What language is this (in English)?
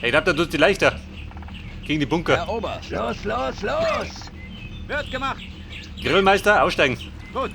Bavarian